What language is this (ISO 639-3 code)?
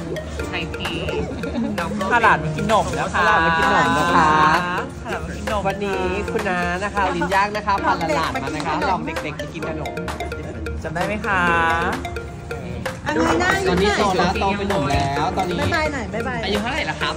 tha